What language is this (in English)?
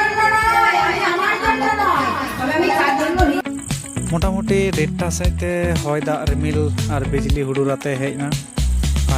Santali